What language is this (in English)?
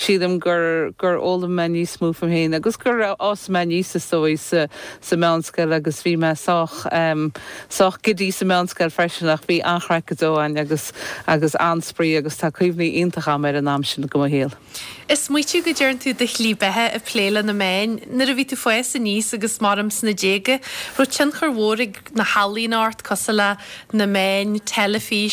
Irish